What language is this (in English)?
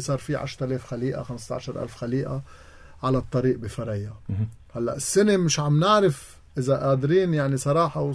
North Levantine Arabic